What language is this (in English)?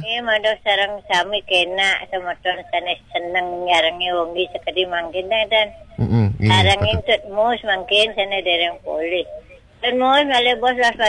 Balinese